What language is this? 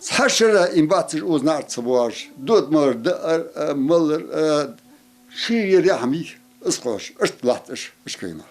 Ingush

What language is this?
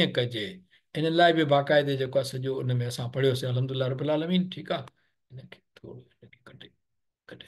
Sindhi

